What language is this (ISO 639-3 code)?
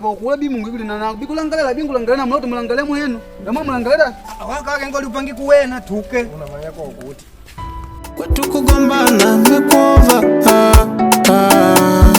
kde